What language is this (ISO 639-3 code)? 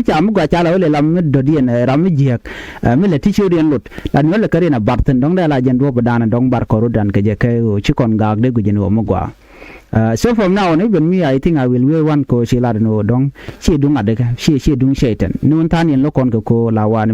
nus